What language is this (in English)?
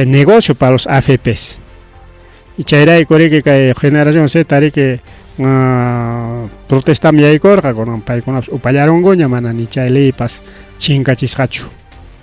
Ayacucho Quechua